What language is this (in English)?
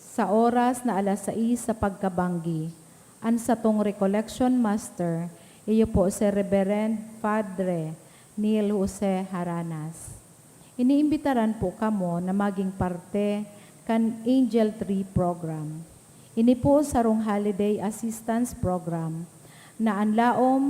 Bikol